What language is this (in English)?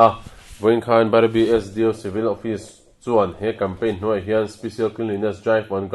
Mizo